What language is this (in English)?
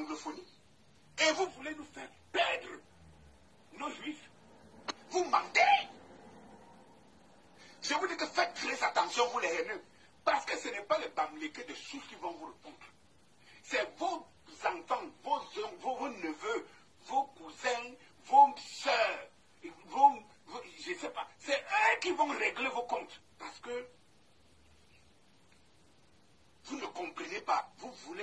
French